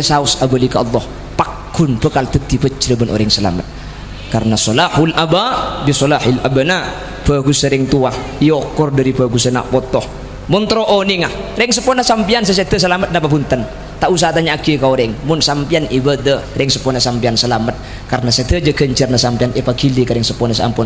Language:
Madurese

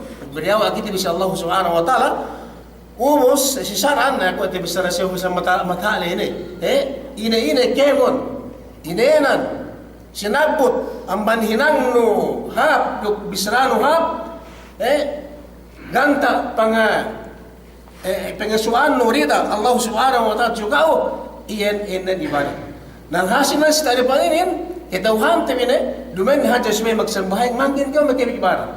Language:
Yakan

